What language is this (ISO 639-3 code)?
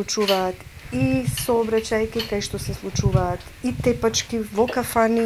mkd